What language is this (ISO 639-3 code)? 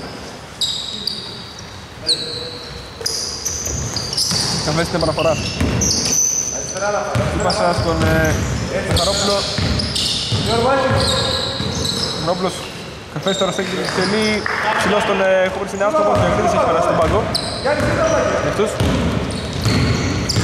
ell